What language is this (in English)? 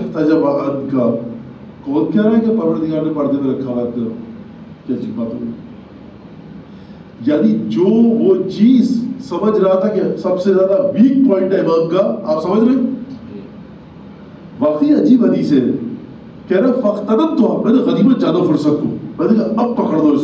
Urdu